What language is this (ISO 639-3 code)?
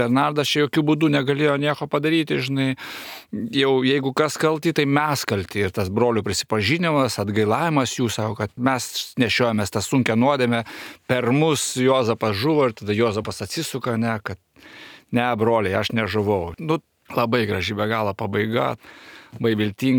lit